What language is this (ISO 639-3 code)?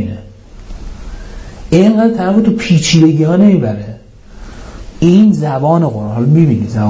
fas